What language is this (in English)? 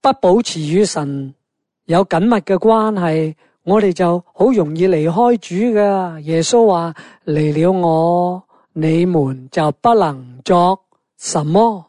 Cantonese